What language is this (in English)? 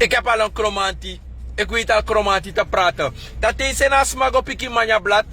Sranan Tongo